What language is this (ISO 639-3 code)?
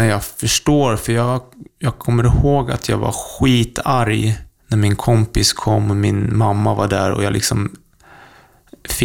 swe